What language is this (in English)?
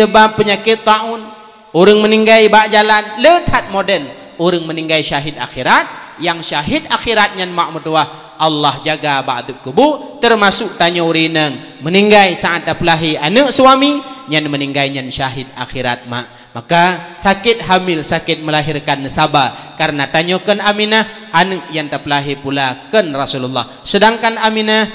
Achinese